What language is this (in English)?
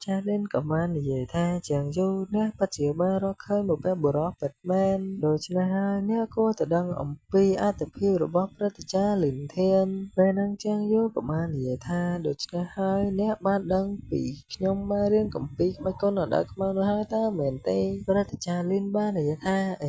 Khmer